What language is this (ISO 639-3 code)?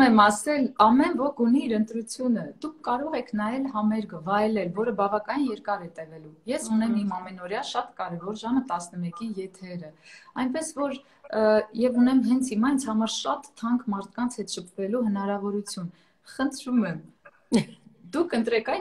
hye